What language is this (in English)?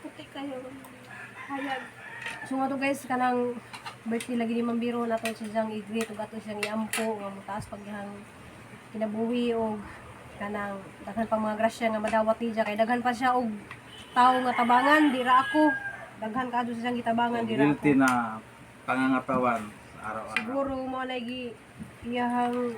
Cebuano